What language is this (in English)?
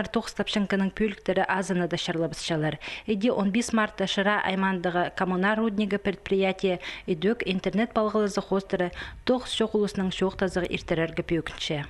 Khakas